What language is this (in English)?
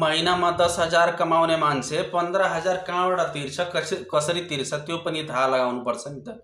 Nepali